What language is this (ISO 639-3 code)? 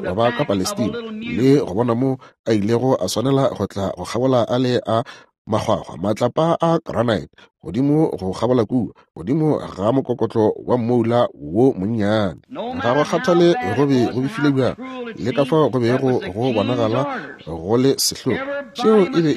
nso